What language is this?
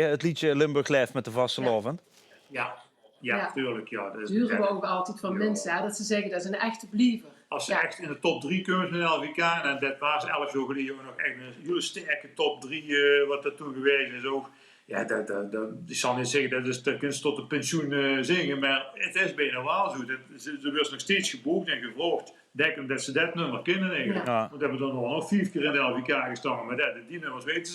Limburgish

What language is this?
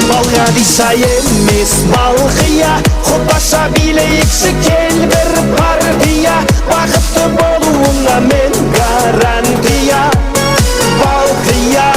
Kara-Kalpak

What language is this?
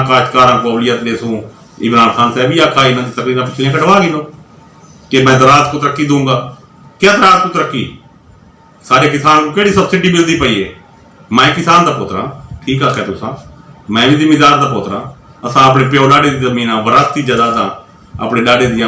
Saraiki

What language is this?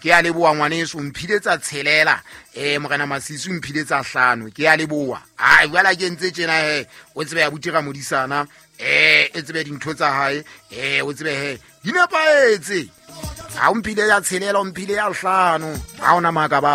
Southern Sotho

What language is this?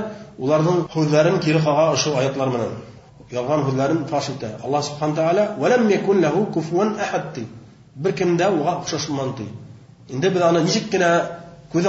Bashkir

